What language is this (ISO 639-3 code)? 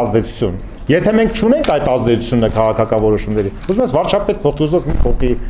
hye